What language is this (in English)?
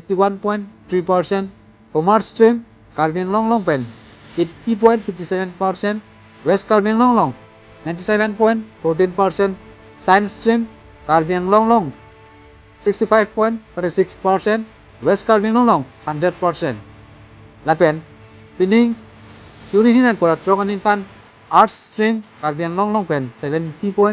Karbi